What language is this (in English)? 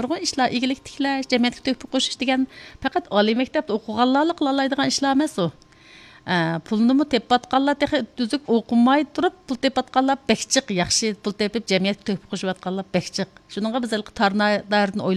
Uyghur